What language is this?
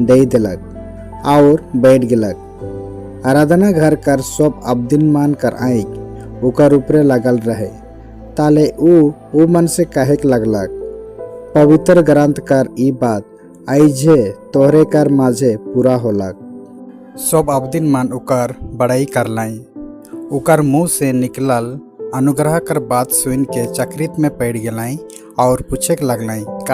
Sadri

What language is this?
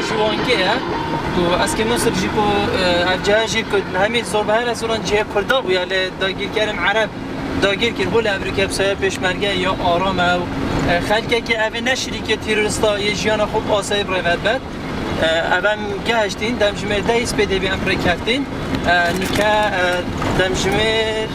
Kurdish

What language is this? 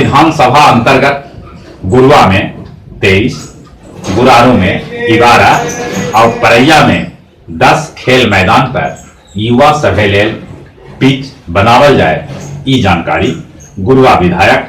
Magahi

